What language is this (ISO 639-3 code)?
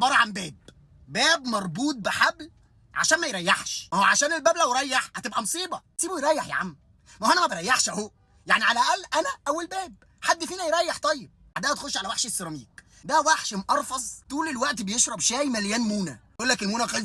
arz